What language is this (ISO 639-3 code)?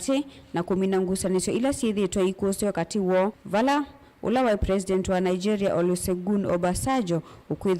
kam